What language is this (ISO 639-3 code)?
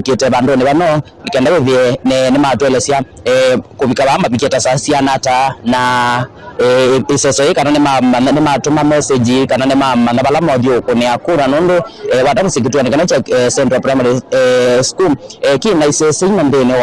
kam